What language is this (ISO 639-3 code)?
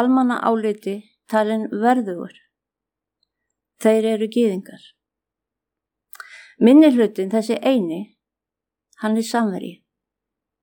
isl